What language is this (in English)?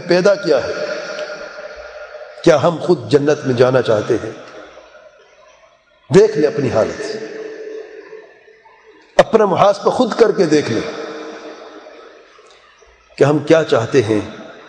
Urdu